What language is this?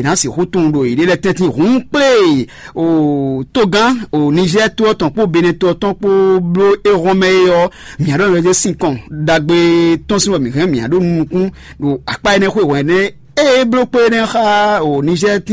Fon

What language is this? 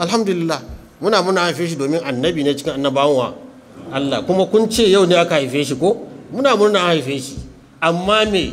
Hausa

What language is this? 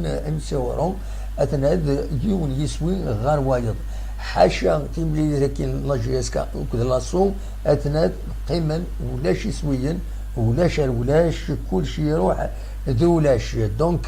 Kabyle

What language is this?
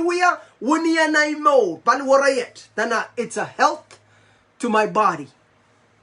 Pohnpeian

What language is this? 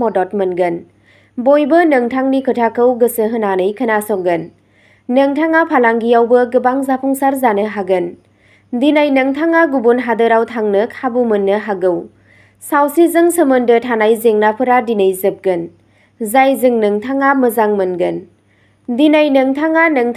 Bodo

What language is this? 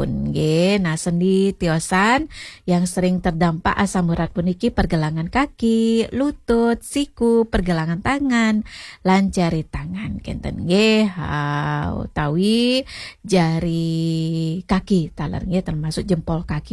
Balinese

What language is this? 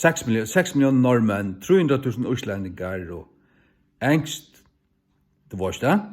Faroese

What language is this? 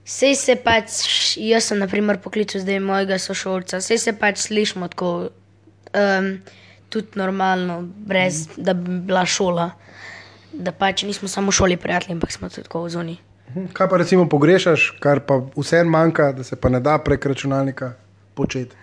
Slovenian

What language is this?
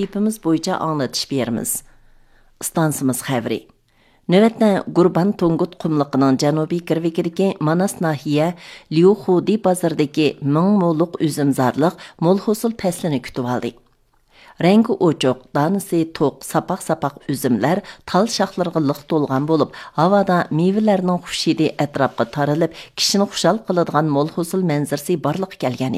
Uyghur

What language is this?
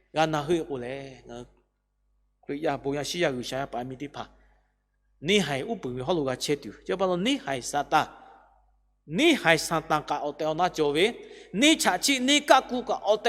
Lahu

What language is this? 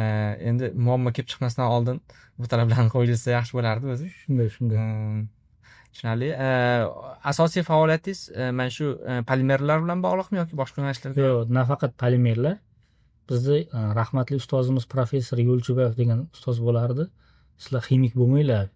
Uzbek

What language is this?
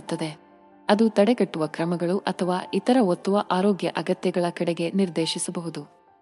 Kannada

